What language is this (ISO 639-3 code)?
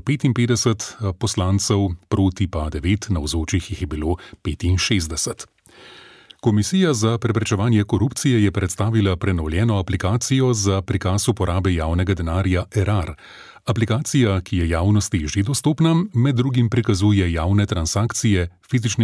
slv